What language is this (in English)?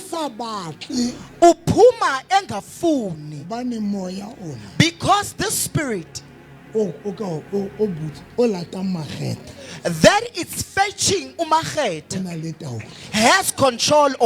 Southern Sotho